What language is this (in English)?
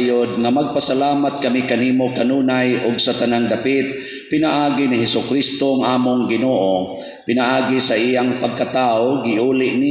Cebuano